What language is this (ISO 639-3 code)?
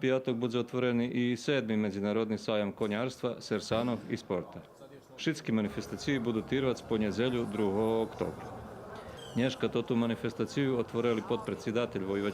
rue